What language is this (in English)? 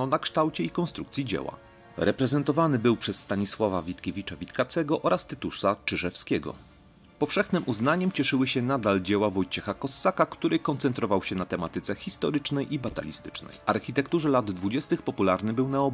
Polish